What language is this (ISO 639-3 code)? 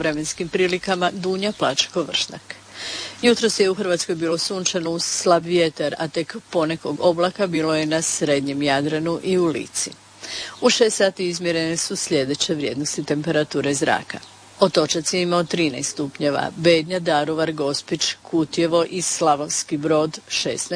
hrv